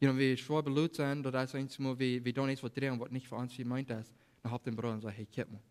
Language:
Plautdietsch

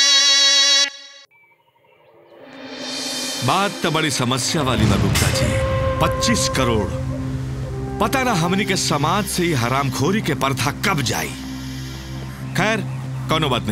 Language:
Bhojpuri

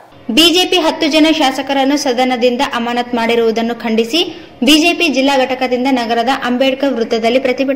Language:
Kannada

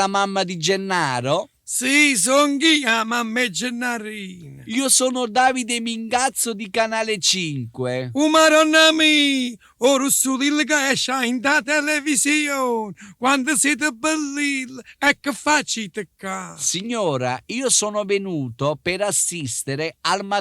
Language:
Neapolitan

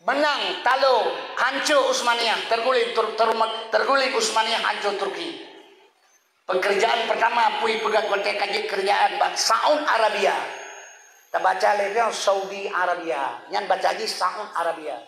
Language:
Achinese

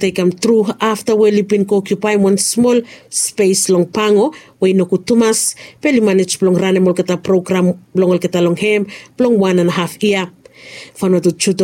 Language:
Bislama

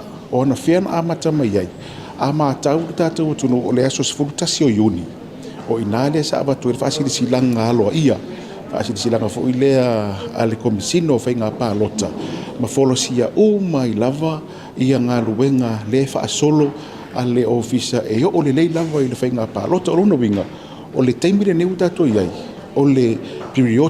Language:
Samoan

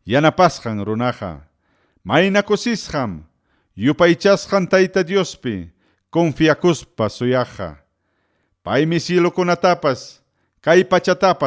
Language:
Ayacucho Quechua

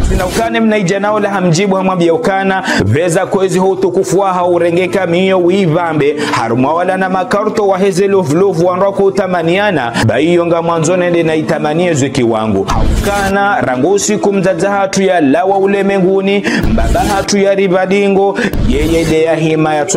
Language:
Ngazidja Comorian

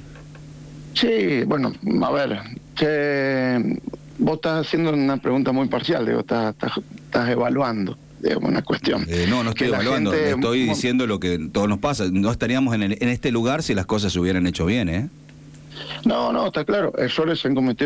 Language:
Spanish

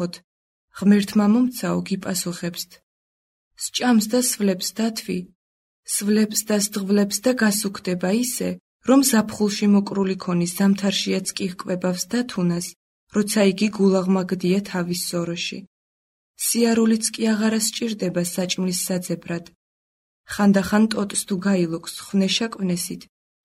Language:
Georgian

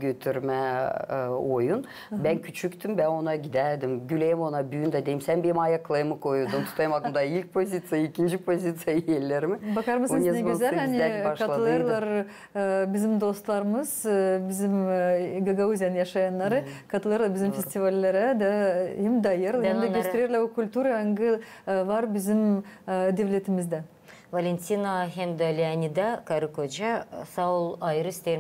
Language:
Gagauz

